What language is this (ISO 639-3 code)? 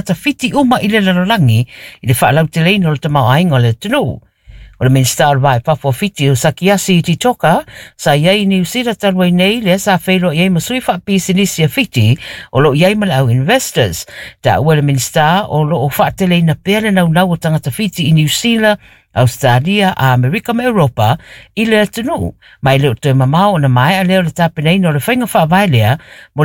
smo